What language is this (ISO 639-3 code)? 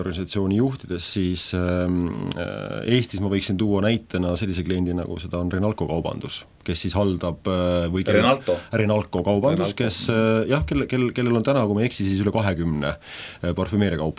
est